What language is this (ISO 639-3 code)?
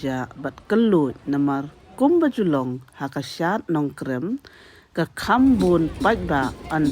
kha